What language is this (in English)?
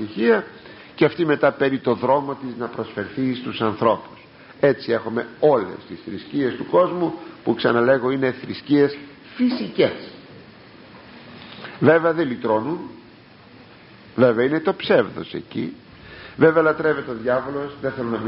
Greek